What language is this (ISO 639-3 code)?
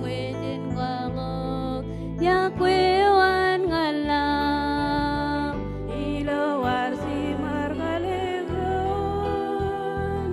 mah